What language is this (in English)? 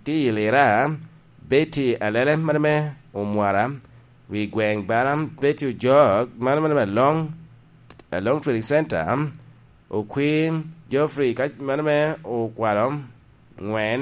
Lango (Uganda)